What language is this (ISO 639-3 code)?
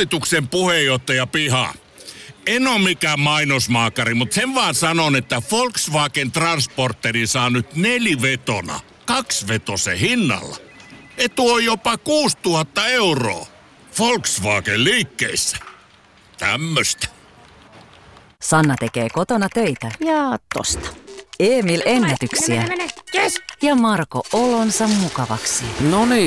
fin